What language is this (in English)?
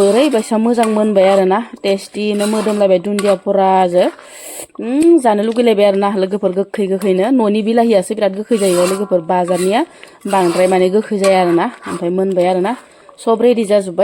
Bodo